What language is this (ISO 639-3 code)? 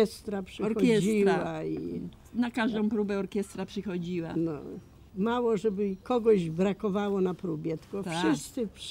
pol